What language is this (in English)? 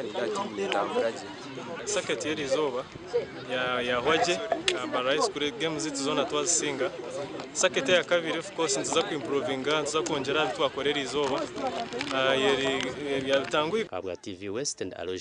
Nyankole